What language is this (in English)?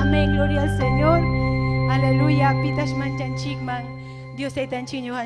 Ayacucho Quechua